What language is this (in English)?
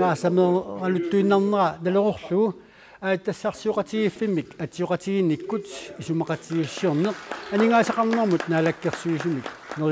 Kalaallisut